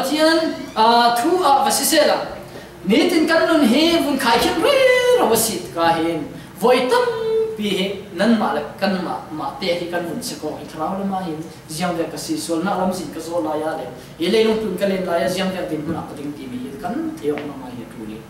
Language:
Falam Chin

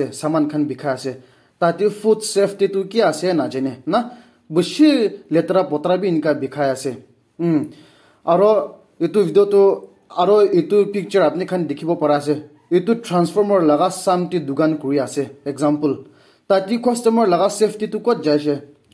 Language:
Naga Pidgin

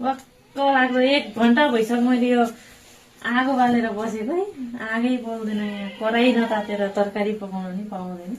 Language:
Nepali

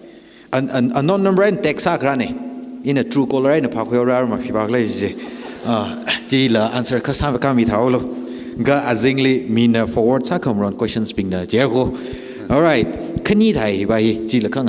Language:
Tangkhul Naga (India)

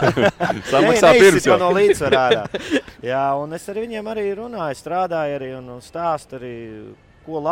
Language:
Latvian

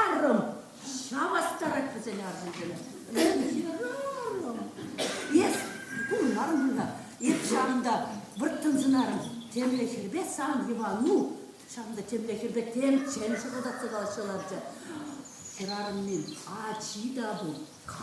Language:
Chuvash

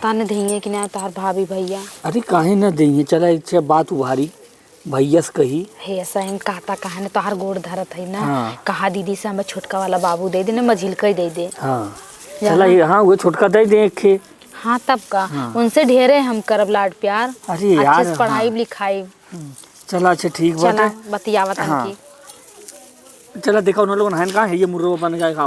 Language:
Awadhi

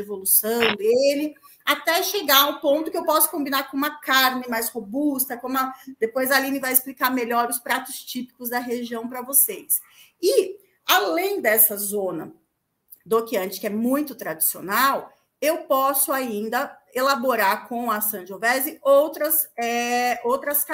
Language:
Portuguese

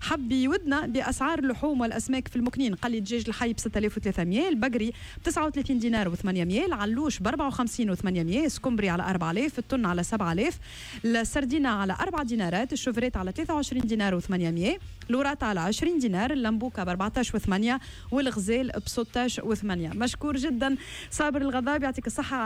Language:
Tunisian Arabic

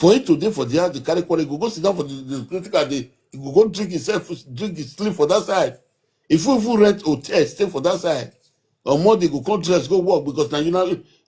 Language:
Nigerian Pidgin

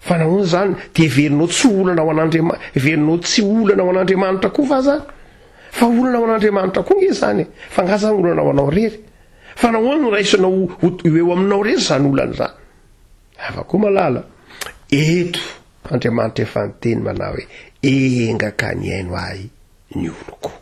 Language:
Malagasy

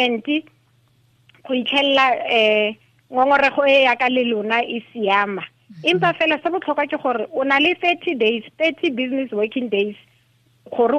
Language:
Tswana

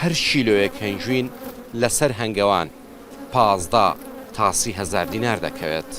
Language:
Central Kurdish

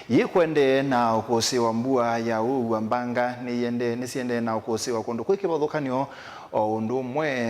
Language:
Kamba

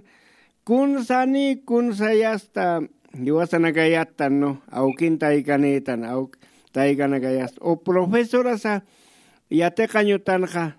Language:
Aymara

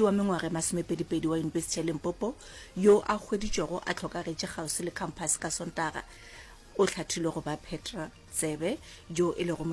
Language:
Northern Sotho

